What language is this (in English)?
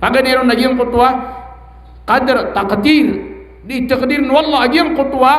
Maranao